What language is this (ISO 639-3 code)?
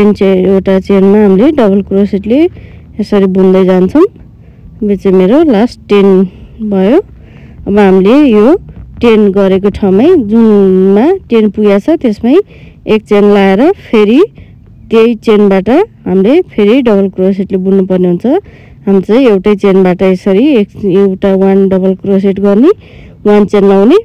nep